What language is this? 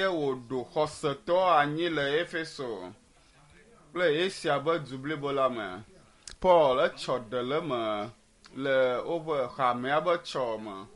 Ewe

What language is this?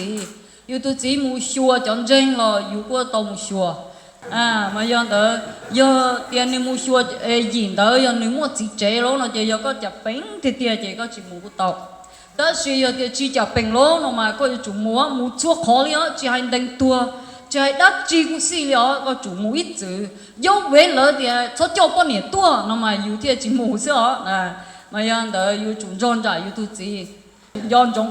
Hmong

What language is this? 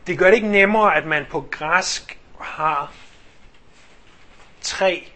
Danish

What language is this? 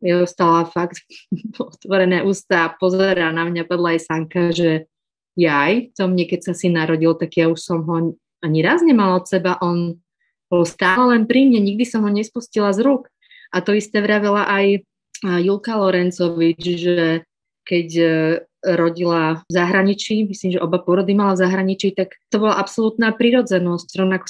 Slovak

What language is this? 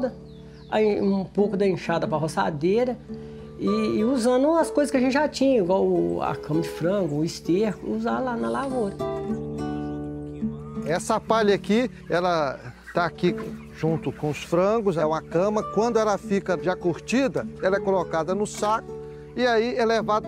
Portuguese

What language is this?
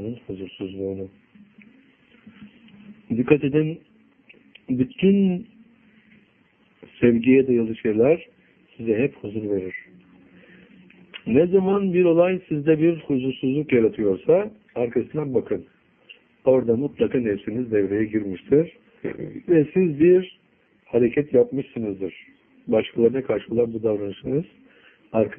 Turkish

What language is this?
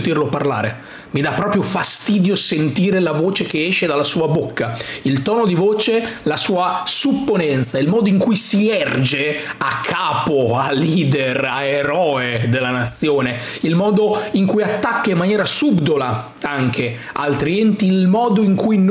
Italian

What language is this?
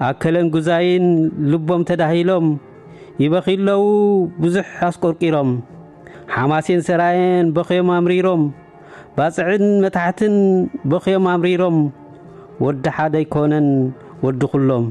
Tigrinya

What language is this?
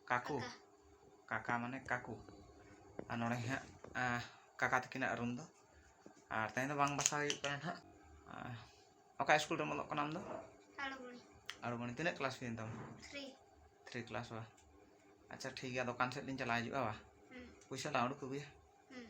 Santali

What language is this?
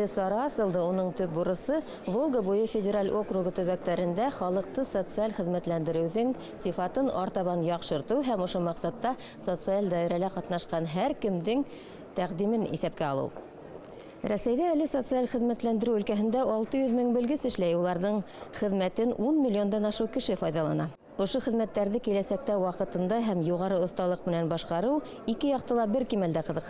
Bashkir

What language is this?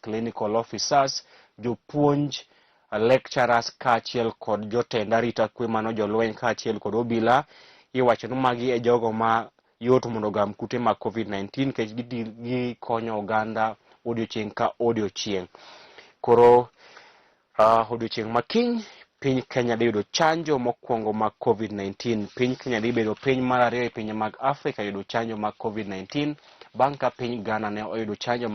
Luo (Kenya and Tanzania)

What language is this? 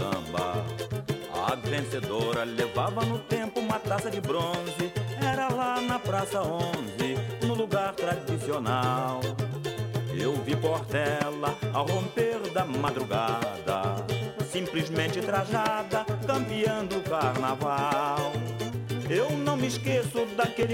Portuguese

